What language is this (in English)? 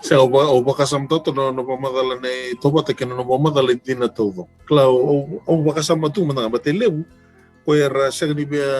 Fijian